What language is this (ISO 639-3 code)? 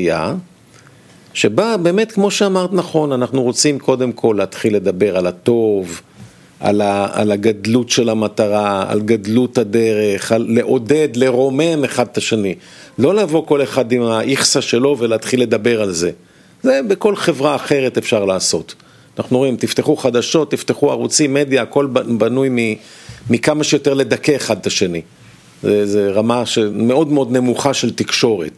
heb